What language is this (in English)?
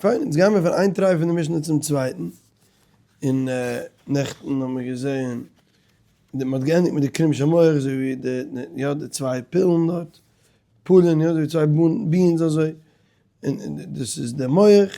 Yiddish